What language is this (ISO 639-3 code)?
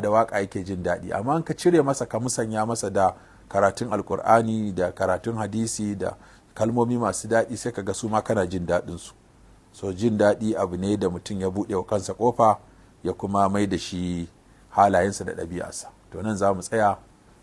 hau